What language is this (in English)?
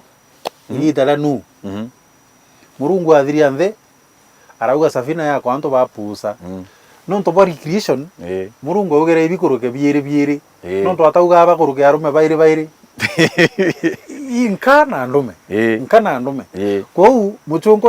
Meru